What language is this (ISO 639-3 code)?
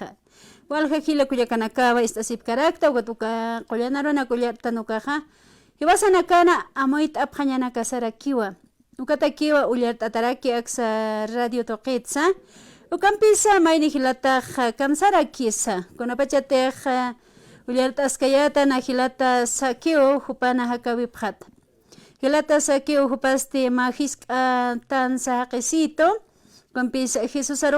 aym